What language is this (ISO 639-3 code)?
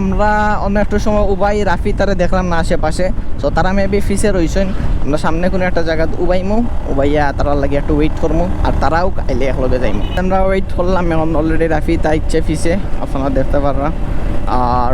syl